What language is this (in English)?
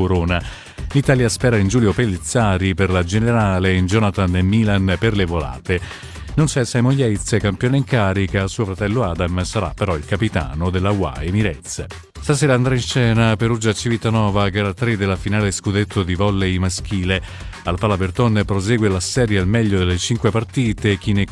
Italian